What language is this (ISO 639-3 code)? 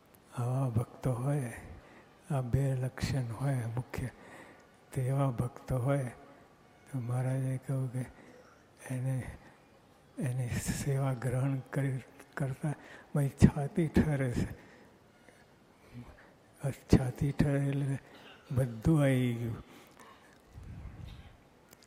guj